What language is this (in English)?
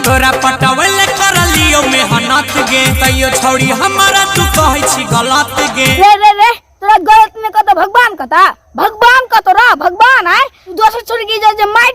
Maithili